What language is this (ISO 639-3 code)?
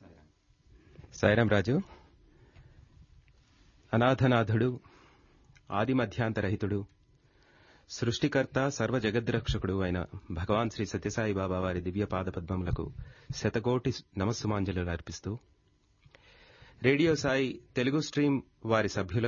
tel